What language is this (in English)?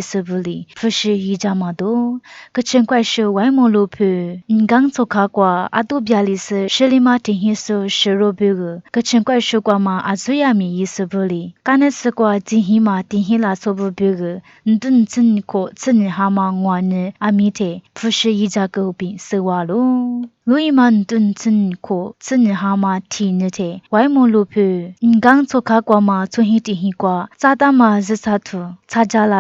Lisu